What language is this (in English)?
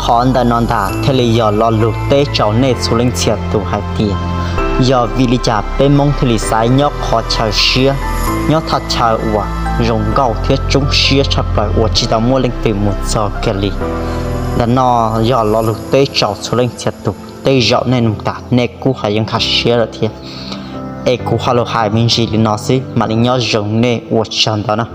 Hmong